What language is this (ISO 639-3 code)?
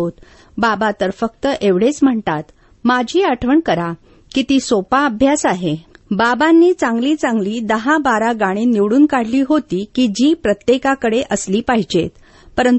mar